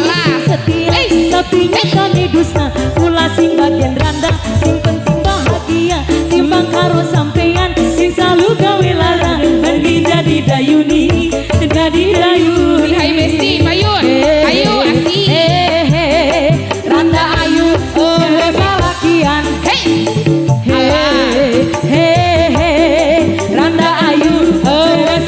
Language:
Sundanese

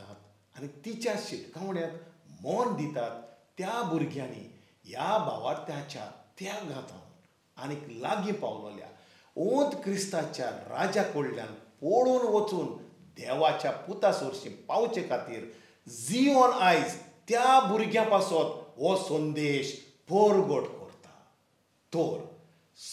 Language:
Konkani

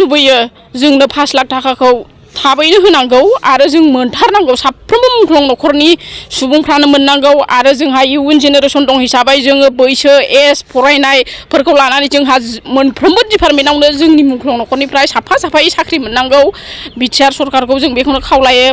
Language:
Bodo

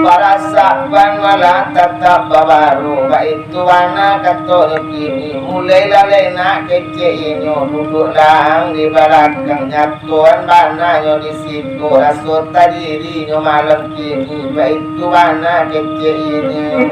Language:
Minangkabau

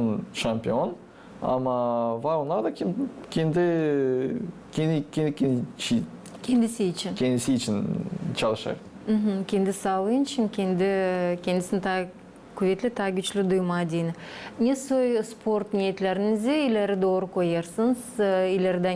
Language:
Gagauz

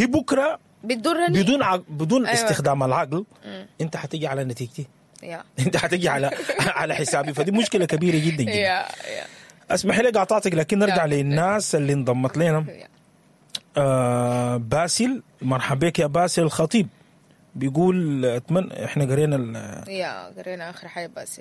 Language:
Sudanese Arabic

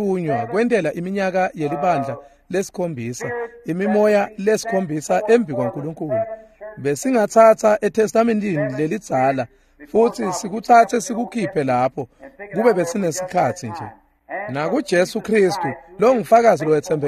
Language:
Swati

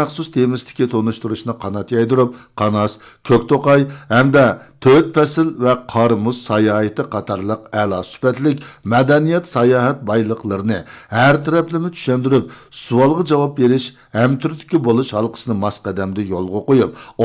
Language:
Uyghur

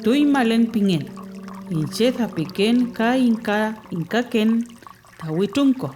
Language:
Mapuche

